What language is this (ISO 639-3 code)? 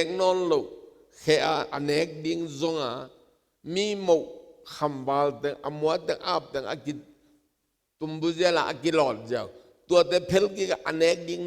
ctd